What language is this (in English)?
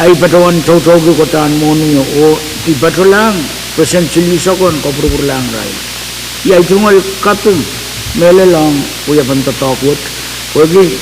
Pohnpeian